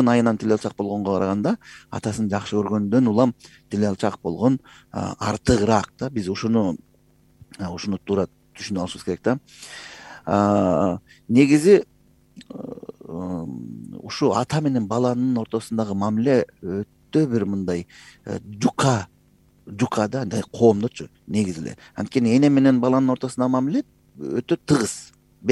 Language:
Kyrgyz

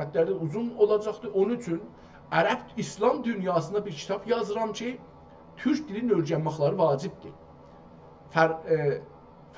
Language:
South Azerbaijani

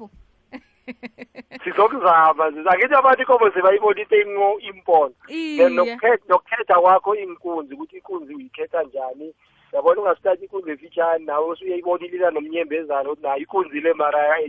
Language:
South Ndebele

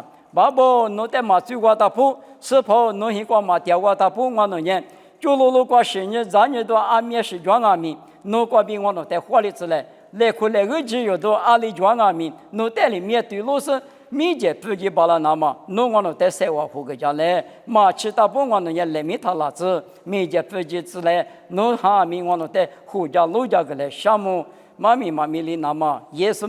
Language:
Lisu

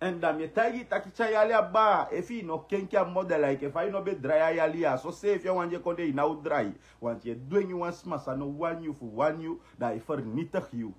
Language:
Sranan Tongo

